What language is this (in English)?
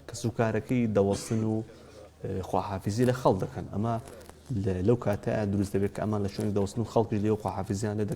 Central Kurdish